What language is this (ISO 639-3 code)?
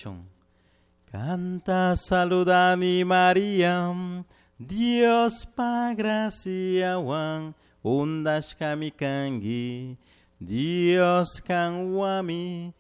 qug